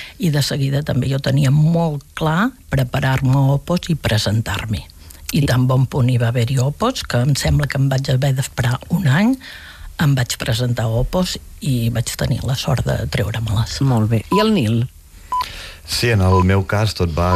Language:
Catalan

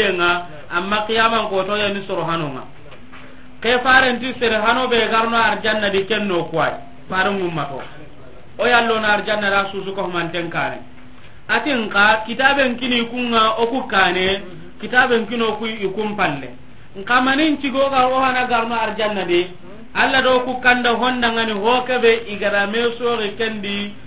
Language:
Soninke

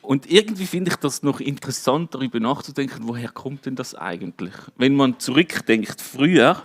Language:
Swiss German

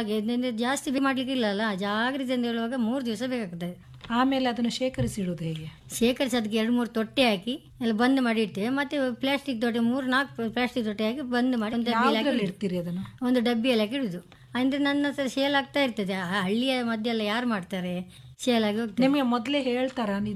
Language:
Kannada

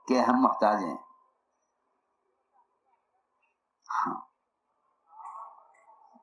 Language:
Urdu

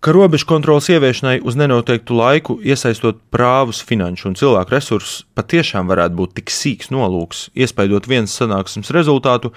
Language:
Latvian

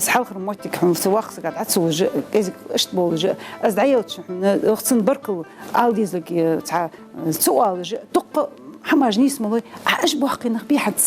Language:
Ingush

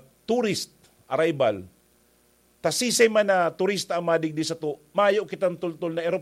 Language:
Bikol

